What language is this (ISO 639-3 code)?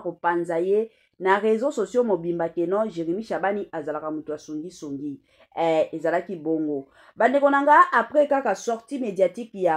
lin